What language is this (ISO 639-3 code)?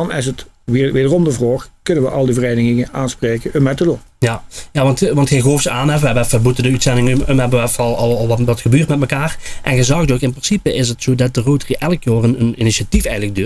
lim